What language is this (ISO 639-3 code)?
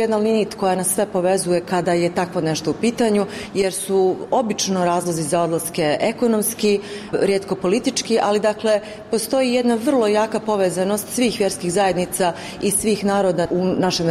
bos